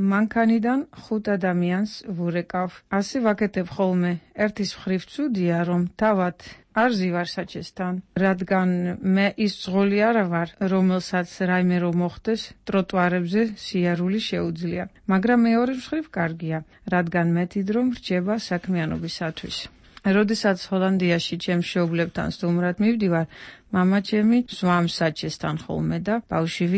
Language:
Georgian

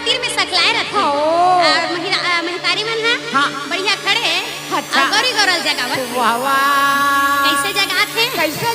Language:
Chhattisgarhi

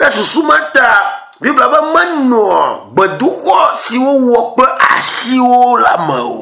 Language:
Ewe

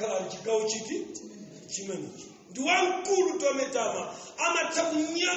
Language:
Nyanja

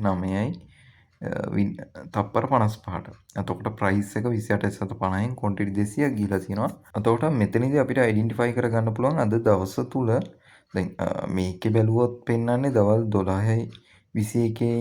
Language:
Sinhala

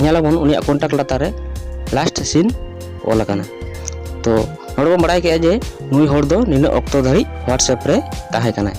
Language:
Santali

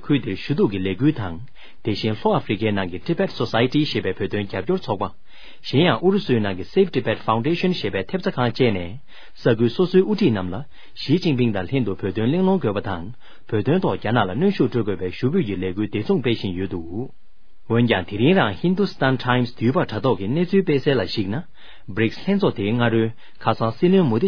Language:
Tibetan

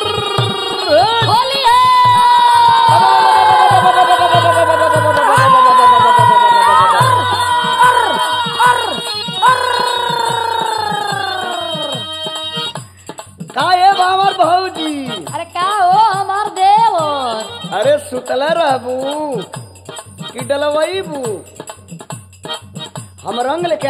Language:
Bhojpuri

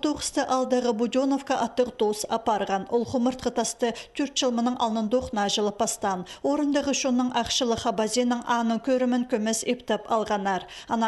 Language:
Khakas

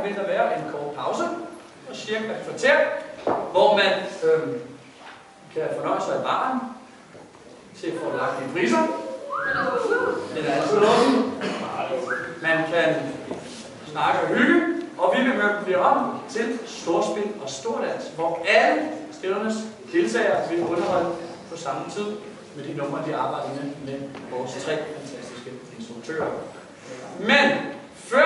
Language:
Danish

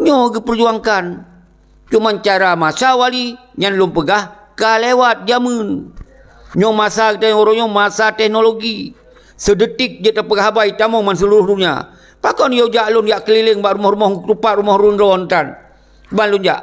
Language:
Achinese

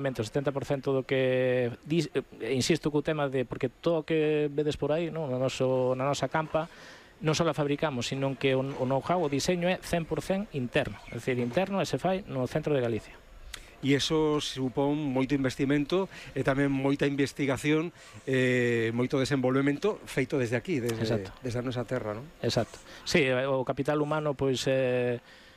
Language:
Galician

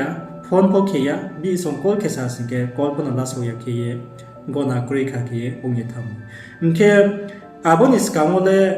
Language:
Riang (India)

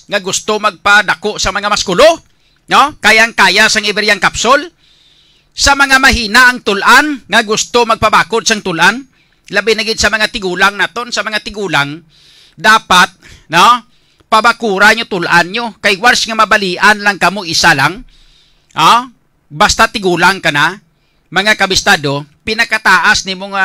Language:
Hiligaynon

